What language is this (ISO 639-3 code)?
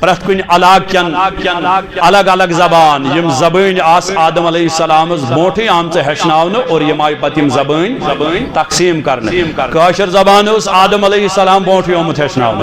kas